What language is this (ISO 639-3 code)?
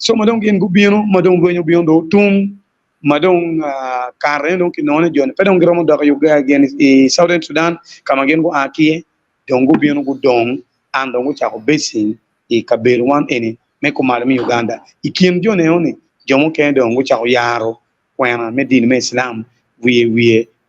ach